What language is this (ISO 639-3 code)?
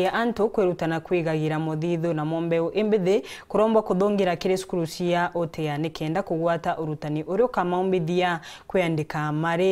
mer